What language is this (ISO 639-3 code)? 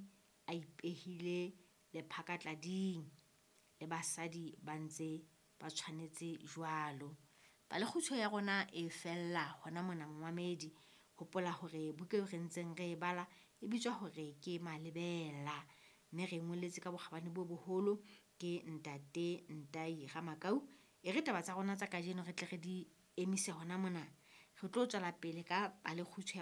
sot